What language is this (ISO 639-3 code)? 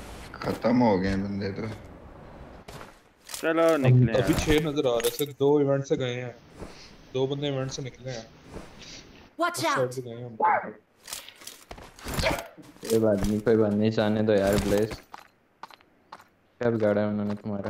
hin